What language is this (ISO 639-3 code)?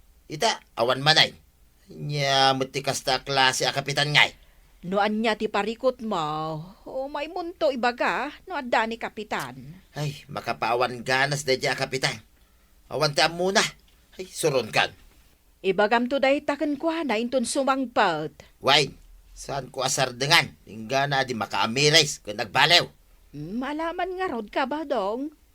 ilo